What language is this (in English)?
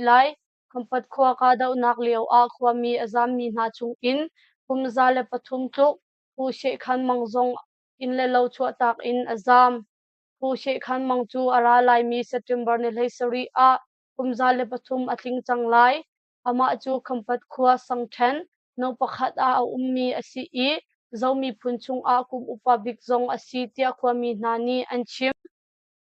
Hakha Chin